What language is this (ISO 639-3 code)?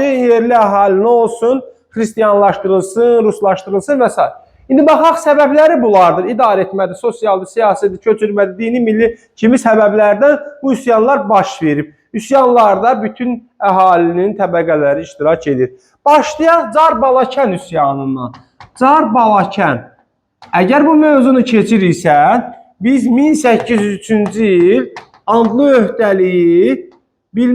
aze